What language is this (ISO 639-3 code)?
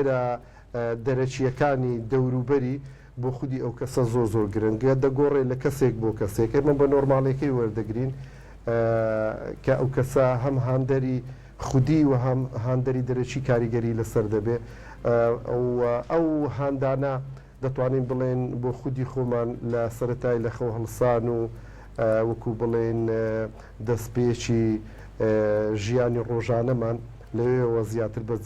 ckb